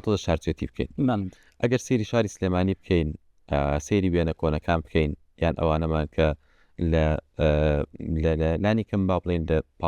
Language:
Central Kurdish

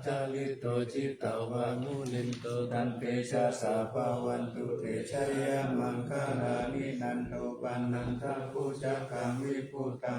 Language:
Pali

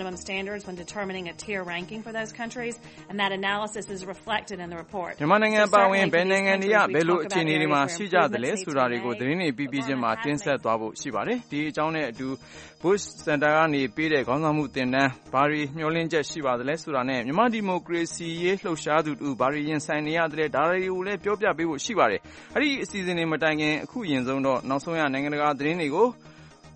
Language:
Burmese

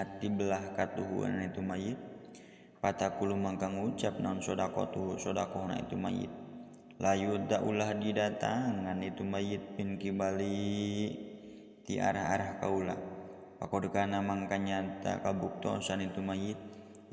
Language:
Sundanese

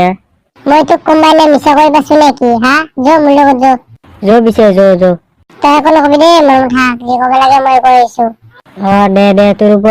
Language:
Assamese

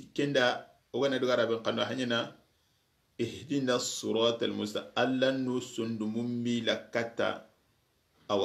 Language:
Soninke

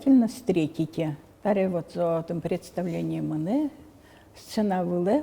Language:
Udmurt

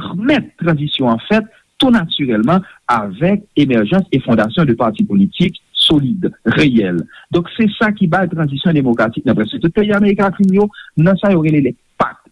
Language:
Haitian Creole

